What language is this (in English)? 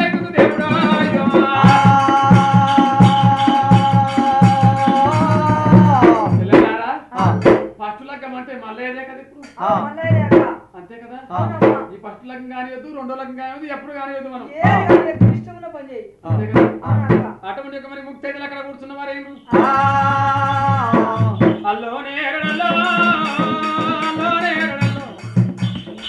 Telugu